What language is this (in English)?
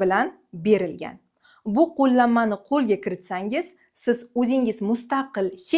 Uzbek